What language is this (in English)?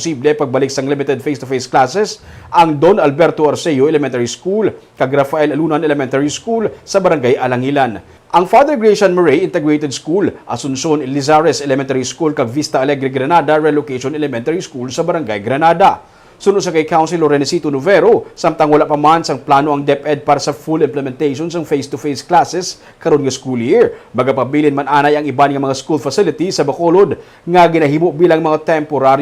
Hiligaynon